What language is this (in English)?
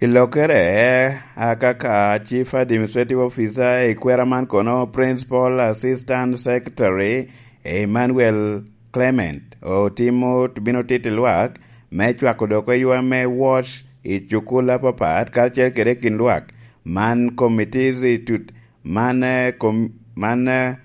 Lango (Uganda)